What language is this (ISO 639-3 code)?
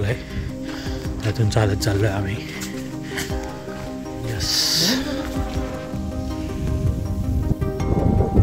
mar